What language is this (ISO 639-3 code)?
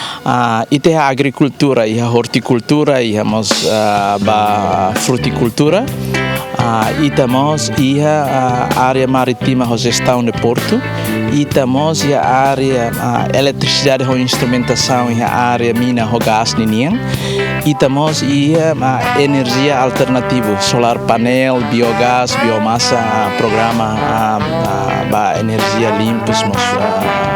tet